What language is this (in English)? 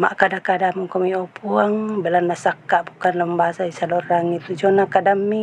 Toraja-Sa'dan